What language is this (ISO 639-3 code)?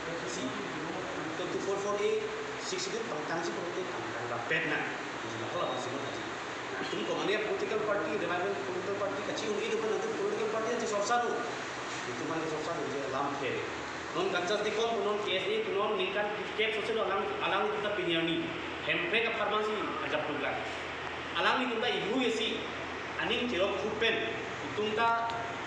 mjw